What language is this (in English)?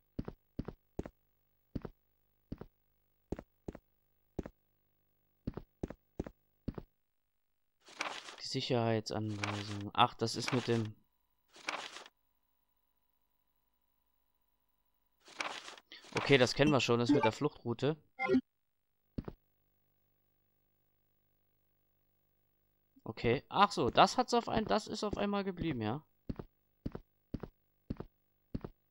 German